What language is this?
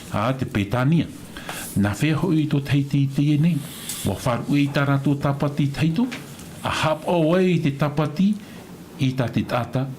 Tahitian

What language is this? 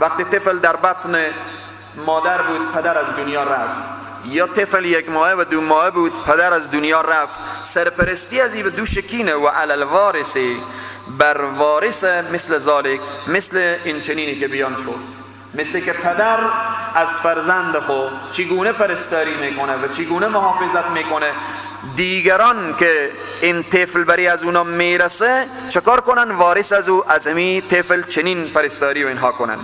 Persian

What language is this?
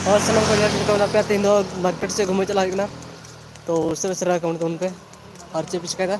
Santali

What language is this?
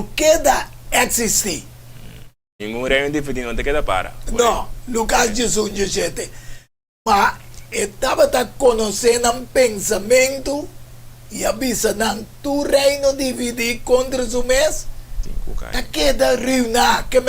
Papiamento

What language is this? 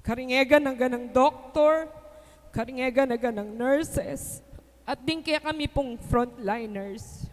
Pampanga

